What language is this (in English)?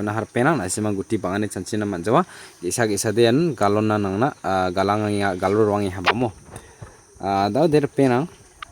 Garo